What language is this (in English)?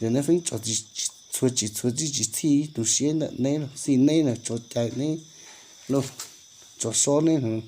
Hmong